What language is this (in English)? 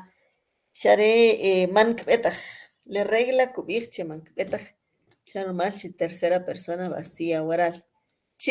Kʼicheʼ